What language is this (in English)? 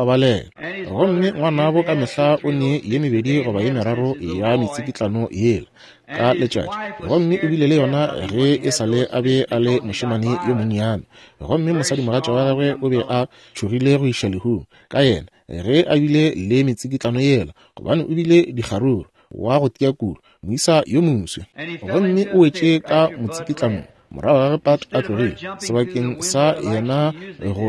Northern Sotho